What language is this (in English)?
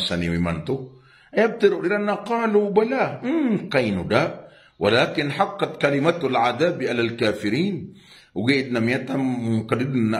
Maranao